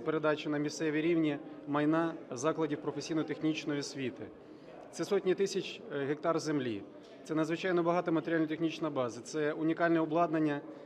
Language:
Ukrainian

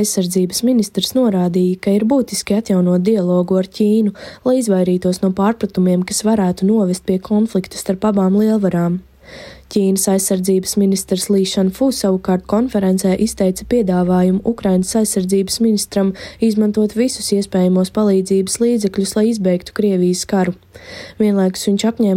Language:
Latvian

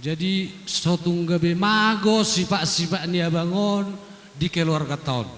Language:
Batak Toba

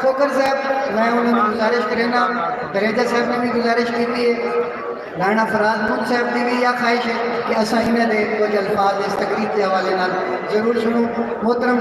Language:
Saraiki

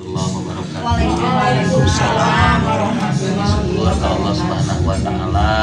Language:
Sundanese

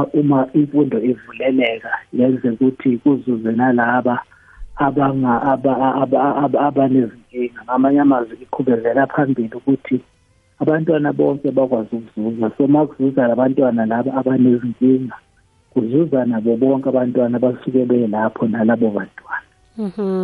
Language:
South Ndebele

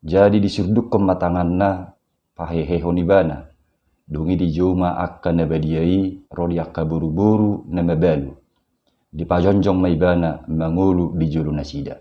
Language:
Batak Toba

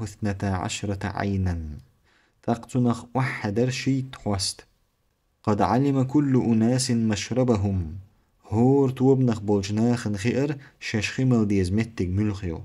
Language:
Chechen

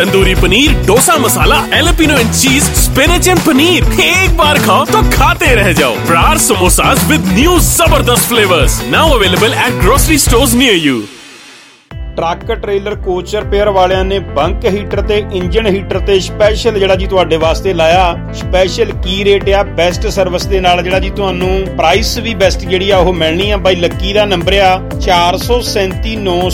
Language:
Punjabi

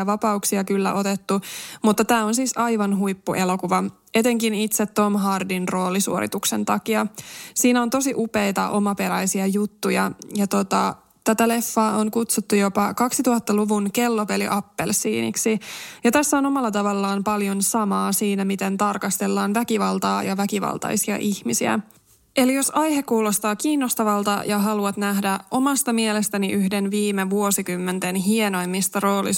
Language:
Finnish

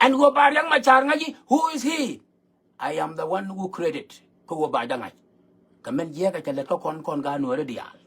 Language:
Nuer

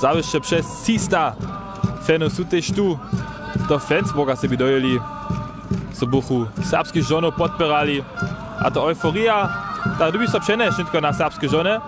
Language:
Upper Sorbian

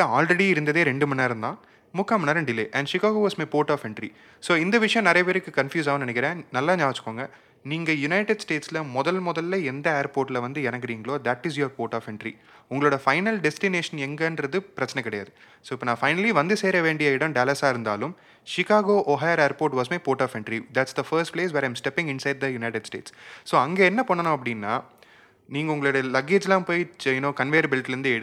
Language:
Tamil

